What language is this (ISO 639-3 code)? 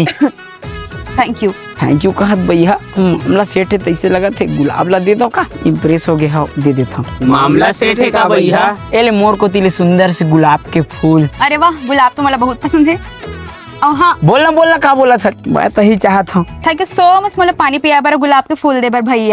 hne